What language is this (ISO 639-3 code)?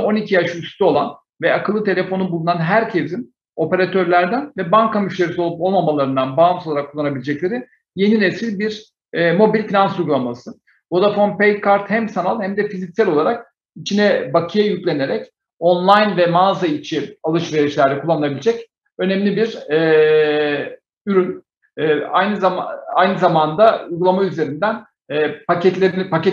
tur